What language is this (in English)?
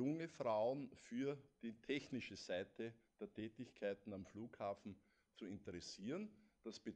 German